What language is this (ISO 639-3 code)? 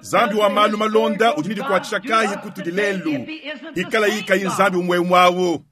lua